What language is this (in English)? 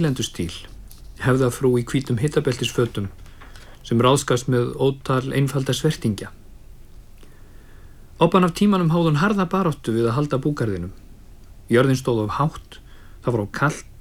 Icelandic